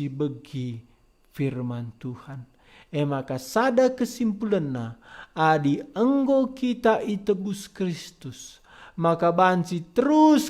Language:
Batak Karo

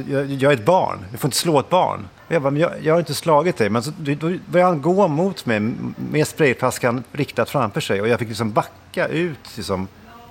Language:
Swedish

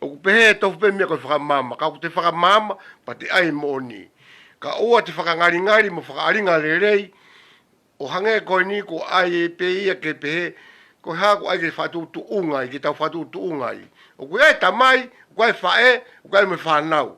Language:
Tongan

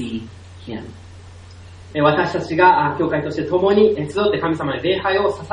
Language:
Japanese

